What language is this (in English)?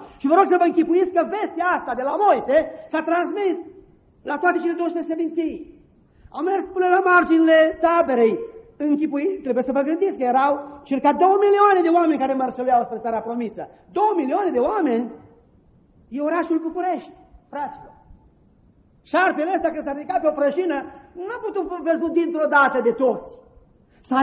Romanian